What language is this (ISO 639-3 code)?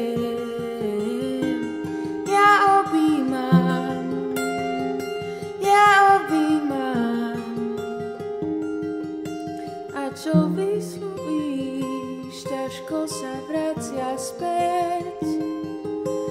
slk